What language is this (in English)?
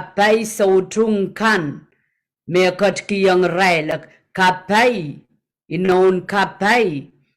Pohnpeian